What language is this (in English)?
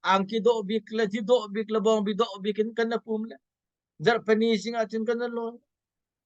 Hakha Chin